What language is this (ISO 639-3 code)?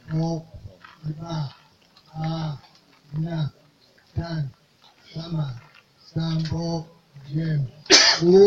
bas